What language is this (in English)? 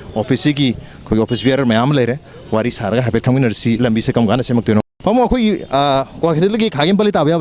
Manipuri